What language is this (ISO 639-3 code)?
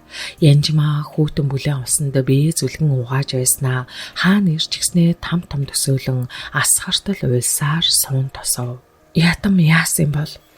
mon